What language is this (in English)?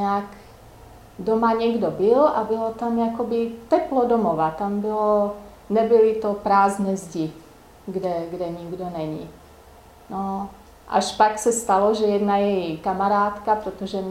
Czech